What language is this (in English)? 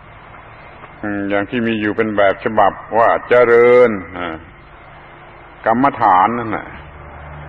Thai